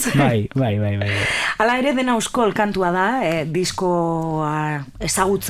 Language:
Basque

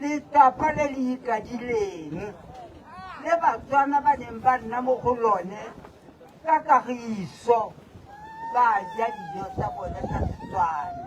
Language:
Tswana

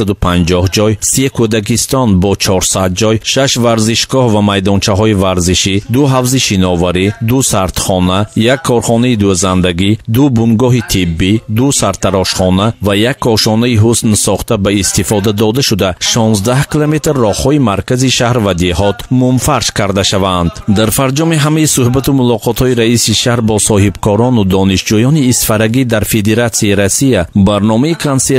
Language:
Tajik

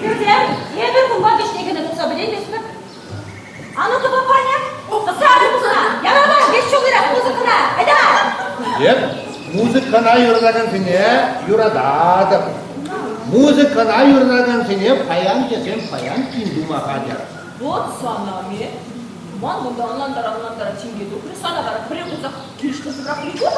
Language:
Chuvash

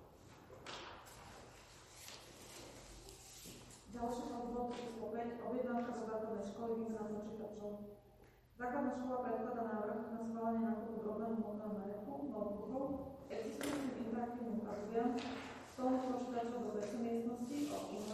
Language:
Slovak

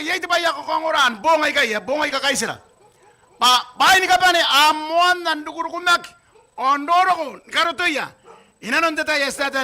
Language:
Gilbertese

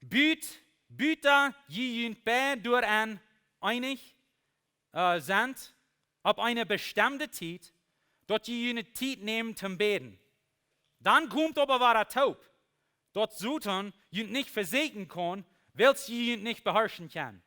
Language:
Plautdietsch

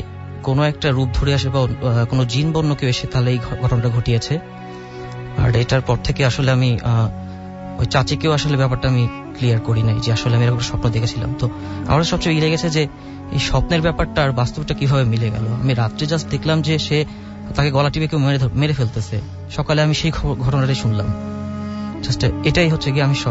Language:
Bangla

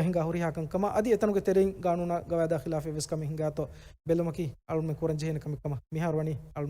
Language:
Divehi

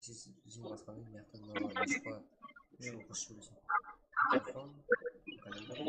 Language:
Kara-Kalpak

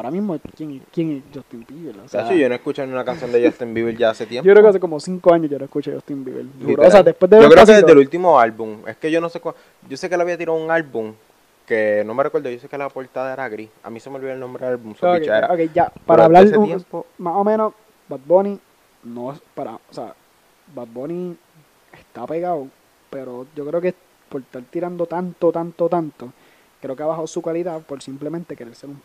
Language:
Spanish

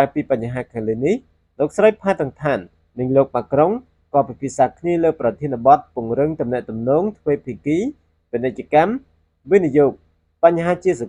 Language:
Khmer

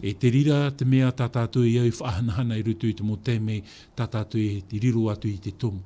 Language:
Tahitian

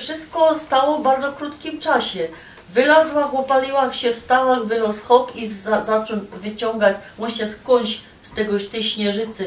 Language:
Silesian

